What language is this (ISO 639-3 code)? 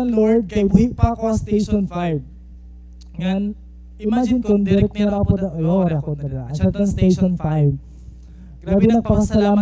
war